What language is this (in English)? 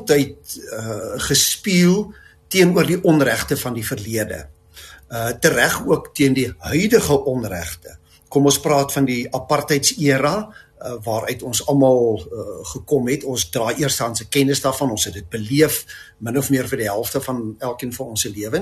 Afrikaans